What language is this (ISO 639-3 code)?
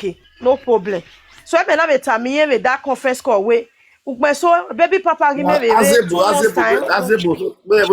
pcm